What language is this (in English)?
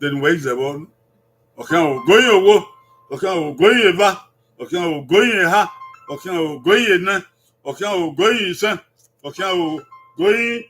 Bini